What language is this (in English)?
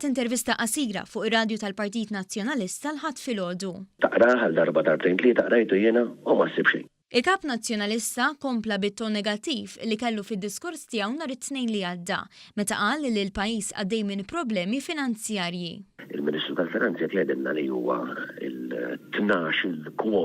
Maltese